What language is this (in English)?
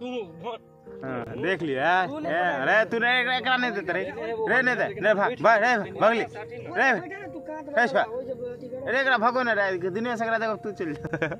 Maithili